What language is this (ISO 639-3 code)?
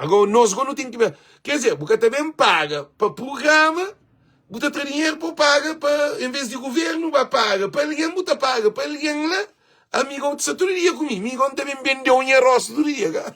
kea